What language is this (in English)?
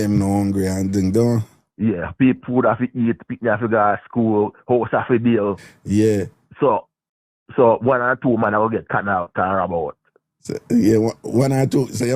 Jamaican Creole English